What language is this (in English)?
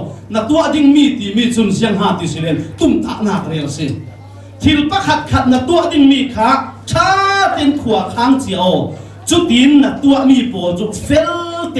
Falam Chin